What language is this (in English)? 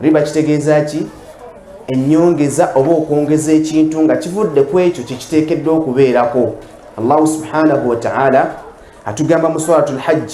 Ganda